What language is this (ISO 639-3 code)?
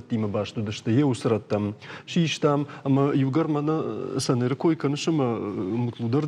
oss